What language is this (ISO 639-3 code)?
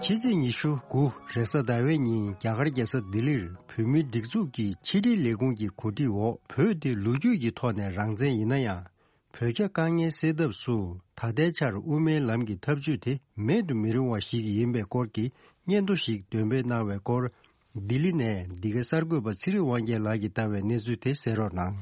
bod